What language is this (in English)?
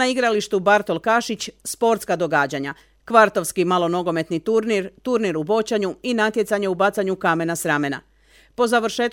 Croatian